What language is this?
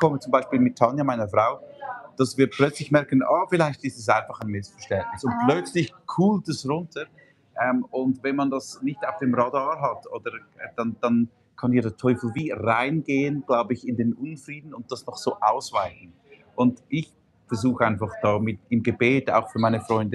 Swiss German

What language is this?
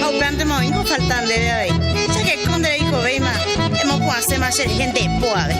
Guarani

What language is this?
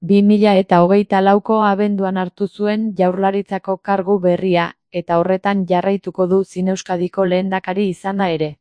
Basque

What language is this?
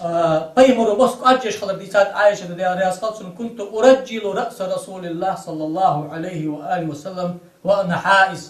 Ingush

